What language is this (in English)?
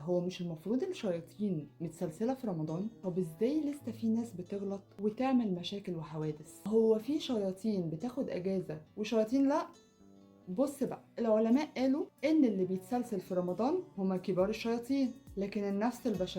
Egyptian Arabic